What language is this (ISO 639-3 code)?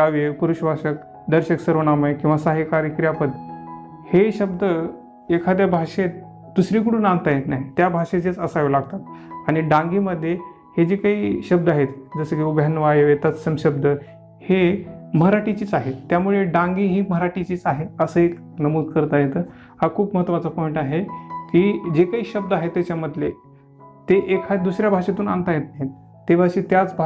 mar